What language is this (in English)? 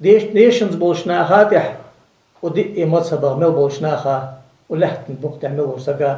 Ingush